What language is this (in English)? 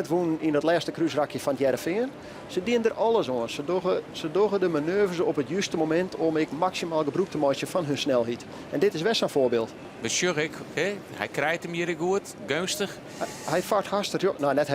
Western Frisian